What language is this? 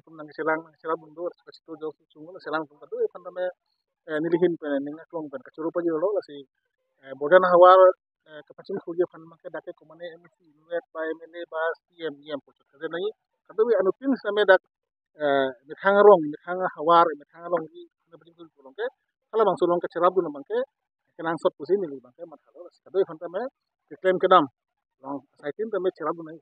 Karbi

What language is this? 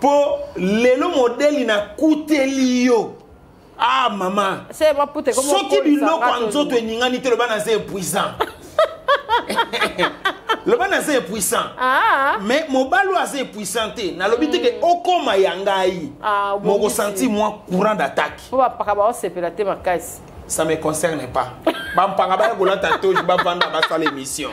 Lingala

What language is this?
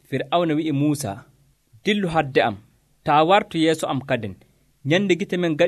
Nigerian Fulfulde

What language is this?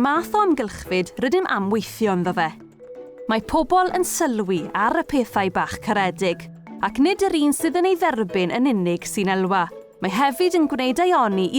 Welsh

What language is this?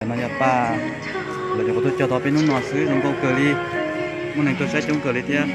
Hmong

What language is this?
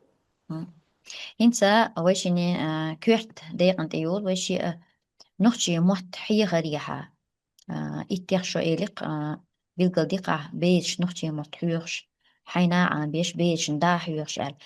Chechen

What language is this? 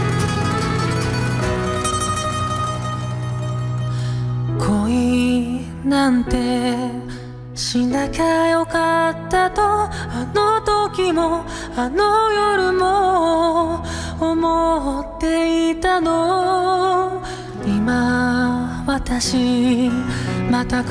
Japanese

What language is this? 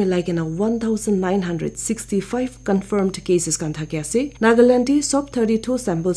Naga Pidgin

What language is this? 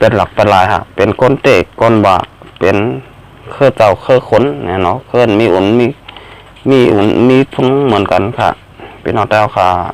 Shan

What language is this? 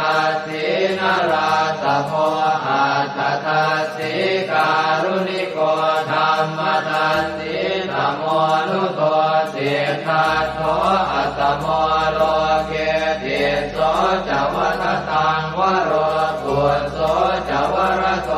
Pali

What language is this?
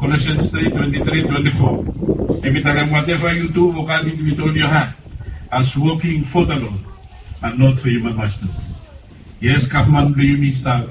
Bislama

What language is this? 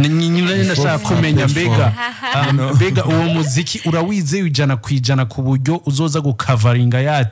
Rundi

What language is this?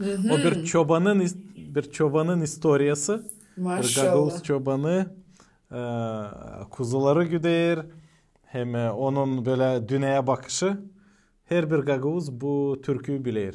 Gagauz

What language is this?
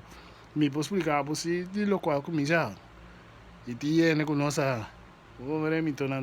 Papiamento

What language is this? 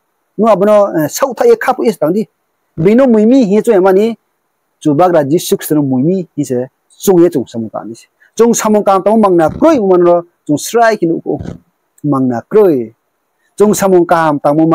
Riang (India)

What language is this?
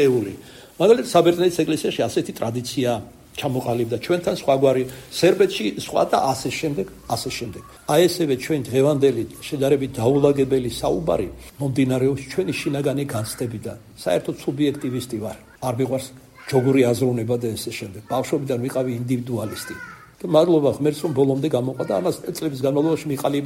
Georgian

